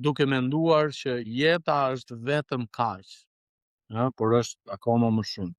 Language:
Albanian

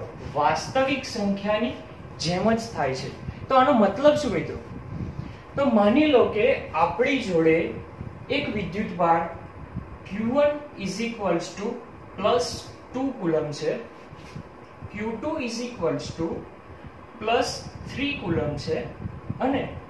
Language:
Gujarati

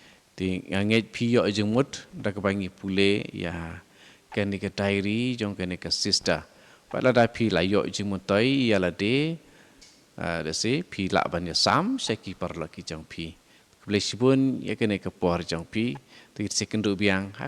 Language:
Khasi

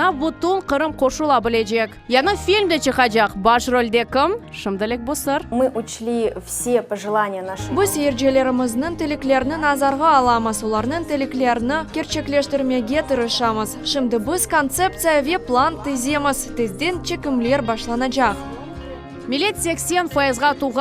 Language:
Crimean Tatar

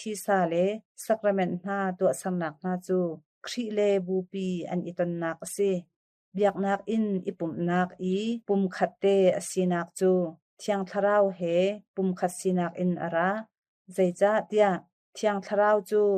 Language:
Hakha Chin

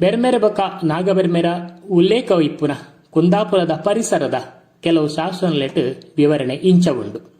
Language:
Tulu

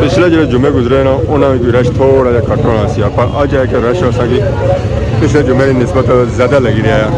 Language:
Pahari-Potwari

